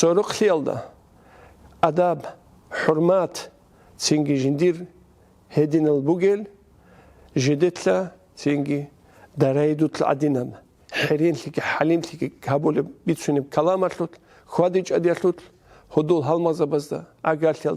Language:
Avaric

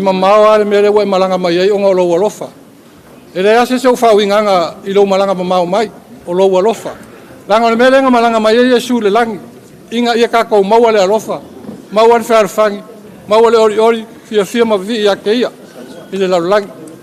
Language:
Samoan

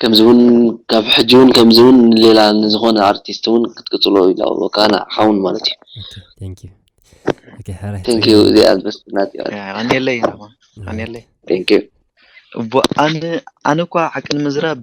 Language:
Tigrinya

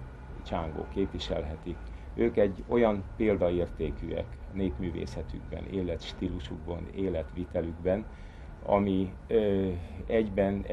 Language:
Hungarian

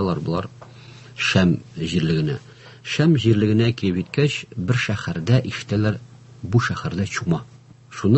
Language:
Tatar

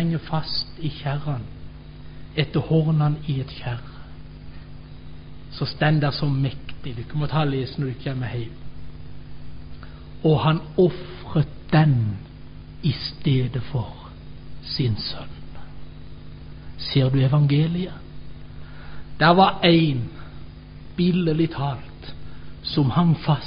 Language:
Norwegian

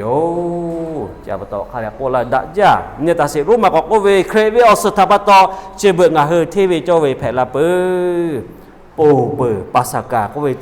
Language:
Lahu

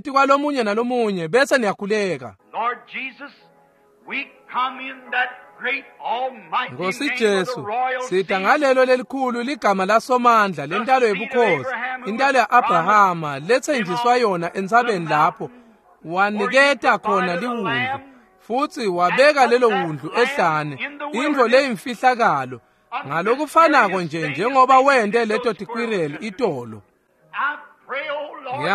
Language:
Swati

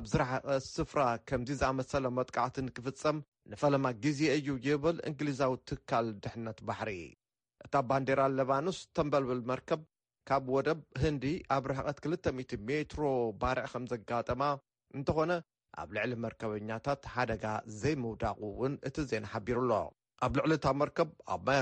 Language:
Tigrinya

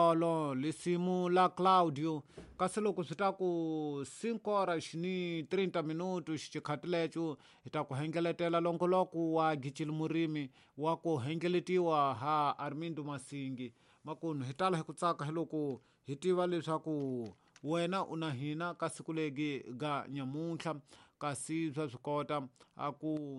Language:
Tsonga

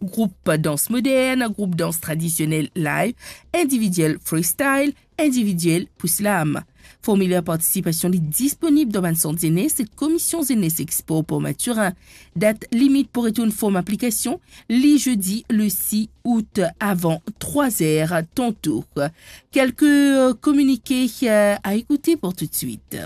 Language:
Morisyen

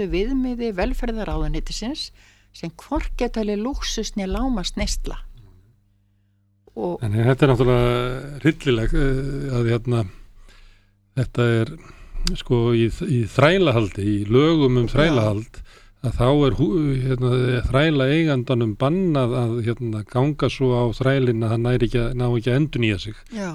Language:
Icelandic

